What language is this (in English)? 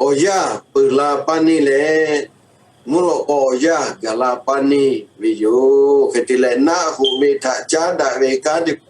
Lahu